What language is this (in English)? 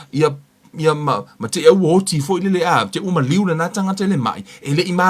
Samoan